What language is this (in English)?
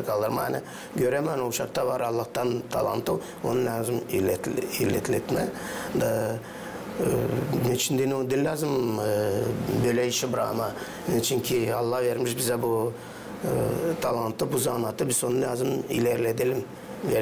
Gagauz